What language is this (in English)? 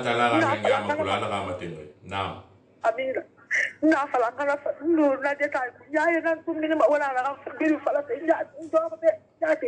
Susu